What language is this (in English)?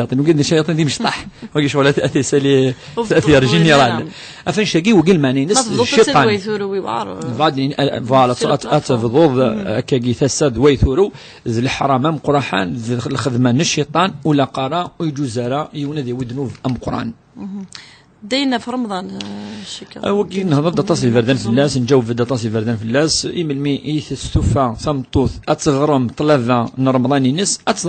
Kabyle